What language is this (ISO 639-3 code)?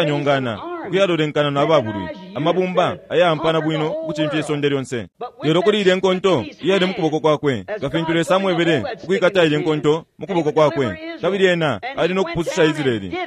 bem